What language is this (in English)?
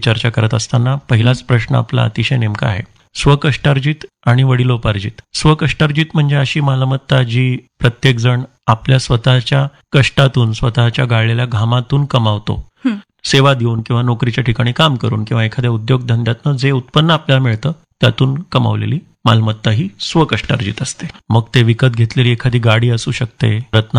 Marathi